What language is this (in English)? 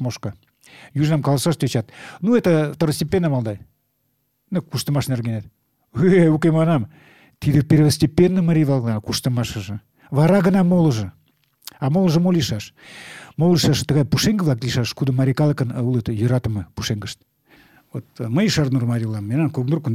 Mari